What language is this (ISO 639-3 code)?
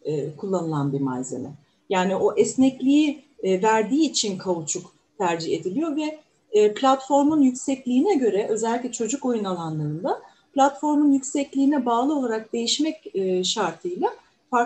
tur